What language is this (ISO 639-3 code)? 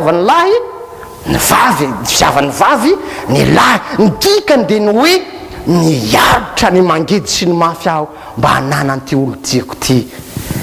mlg